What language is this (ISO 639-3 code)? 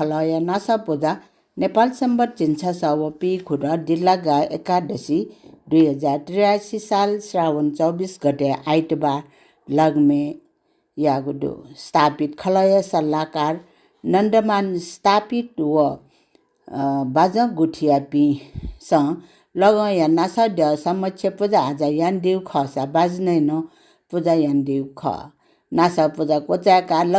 new